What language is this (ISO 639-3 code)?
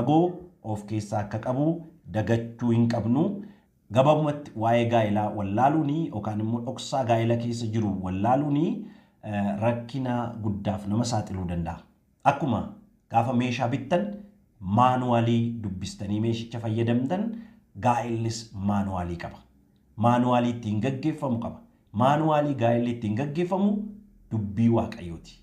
orm